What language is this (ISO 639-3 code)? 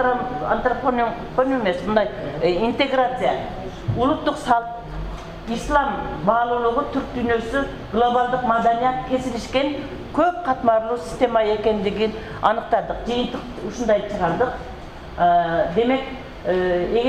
kir